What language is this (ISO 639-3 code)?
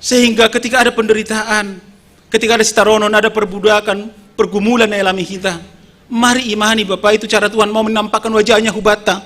bts